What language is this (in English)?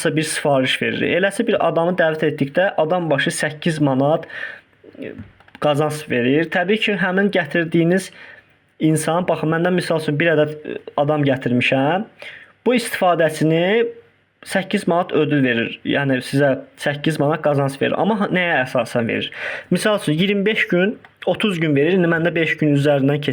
Azerbaijani